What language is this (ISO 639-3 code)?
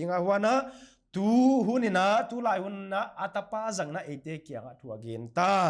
pck